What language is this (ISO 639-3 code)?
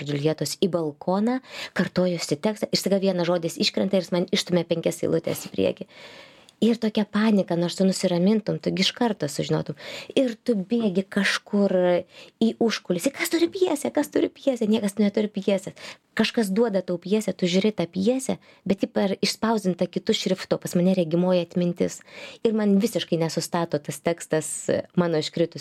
lit